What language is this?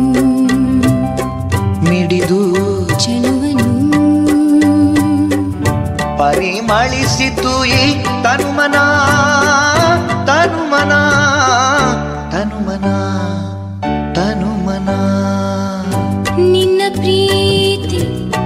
Kannada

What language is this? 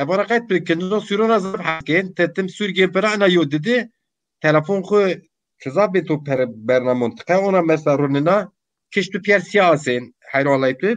Zaza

